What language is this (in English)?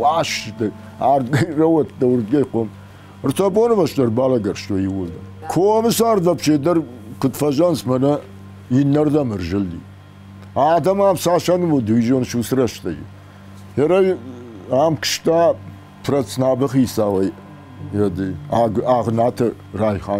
Ossetic